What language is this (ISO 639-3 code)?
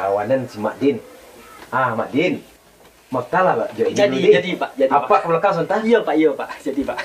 min